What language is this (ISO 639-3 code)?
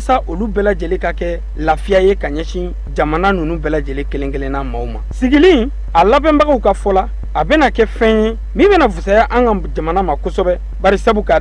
bam